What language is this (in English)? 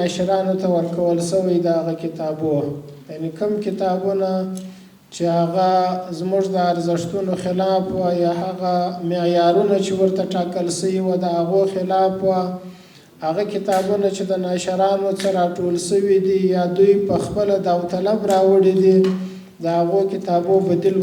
Pashto